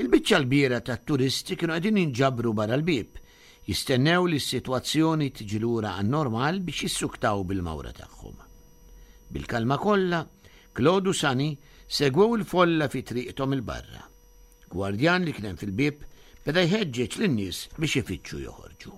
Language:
Maltese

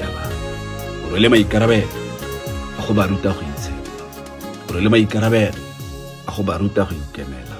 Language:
Tswana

